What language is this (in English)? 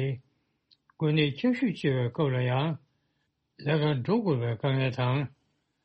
Tibetan